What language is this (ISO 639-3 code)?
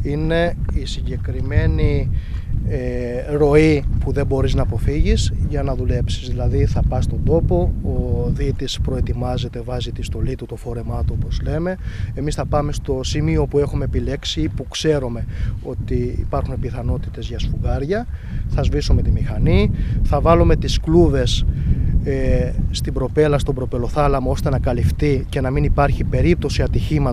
ell